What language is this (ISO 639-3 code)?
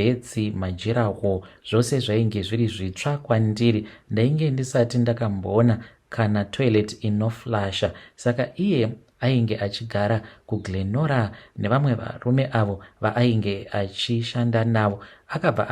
sna